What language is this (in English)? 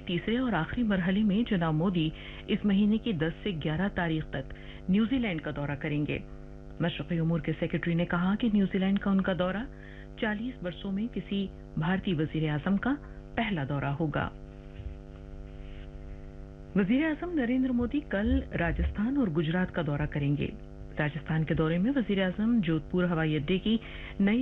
Urdu